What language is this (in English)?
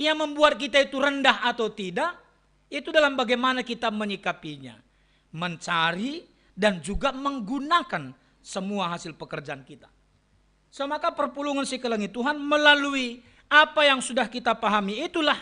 Batak Karo